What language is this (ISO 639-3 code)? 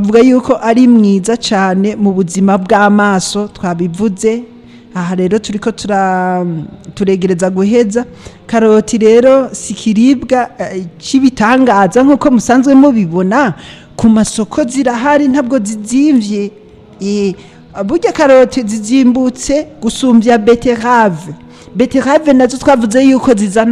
run